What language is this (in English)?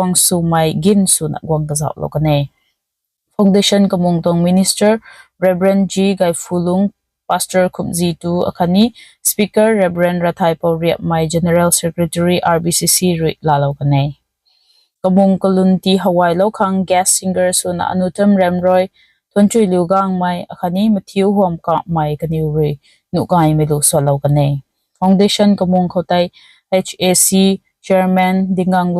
Rongmei Naga